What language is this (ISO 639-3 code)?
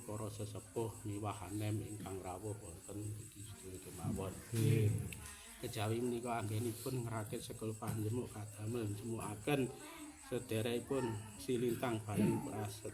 jav